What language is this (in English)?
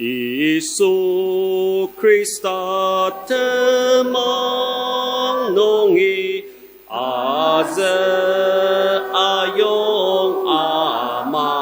Ao Naga